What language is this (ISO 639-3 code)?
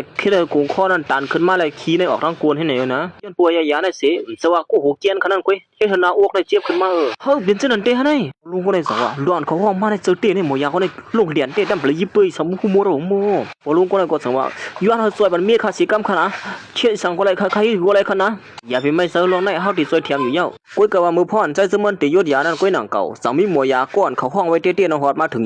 shn